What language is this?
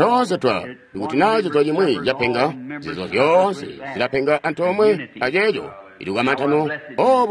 Tonga (Zambia)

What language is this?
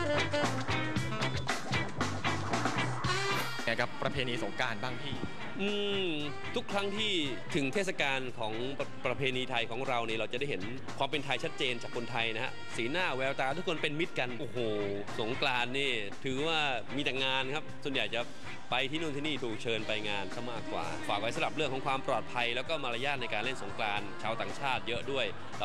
Thai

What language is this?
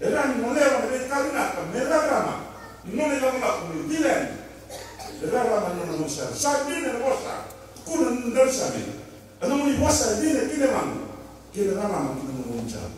Fijian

